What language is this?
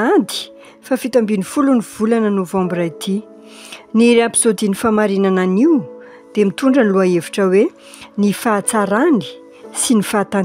Malagasy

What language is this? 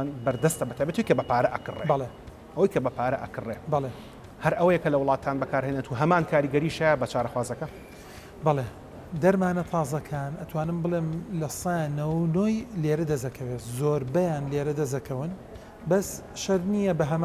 Central Kurdish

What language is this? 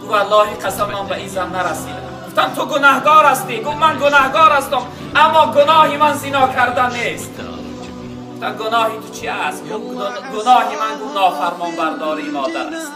Tajik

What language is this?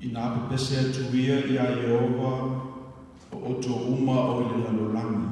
Samoan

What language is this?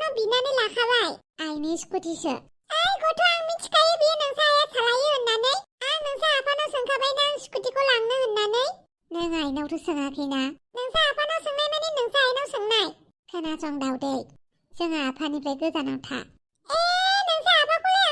Bodo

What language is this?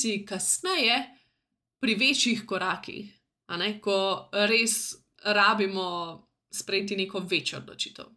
Slovenian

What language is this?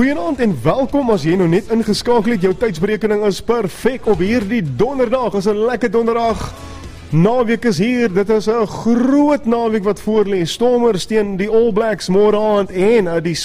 Afrikaans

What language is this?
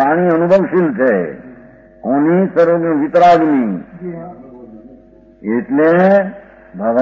Gujarati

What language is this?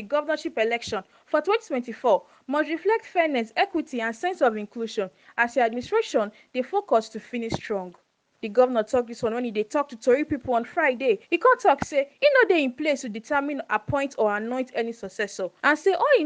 Nigerian Pidgin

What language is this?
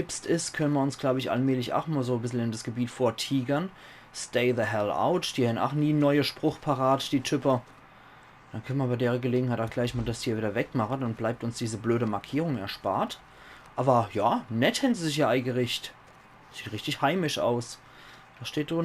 Palatine German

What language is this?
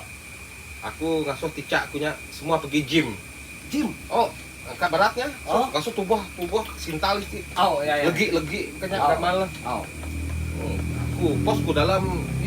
Iban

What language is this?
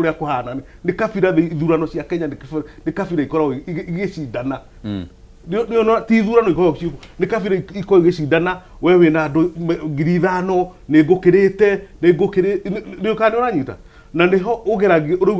Kikuyu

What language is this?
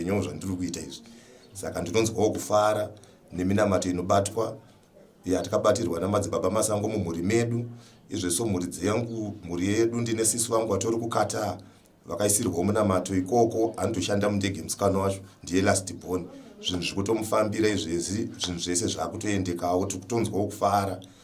Shona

